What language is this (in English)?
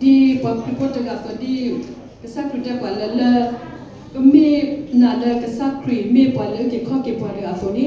S'gaw Karen